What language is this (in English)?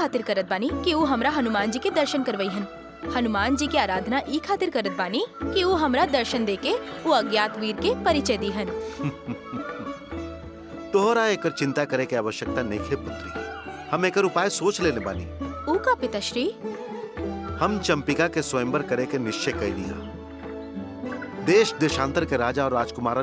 Bhojpuri